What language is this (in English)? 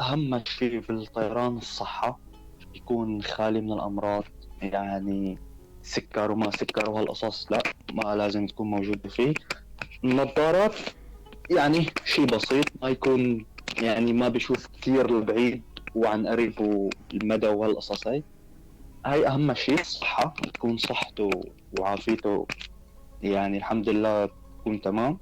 North Levantine Arabic